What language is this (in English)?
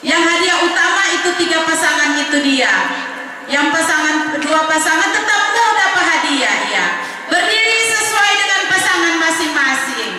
Manado Malay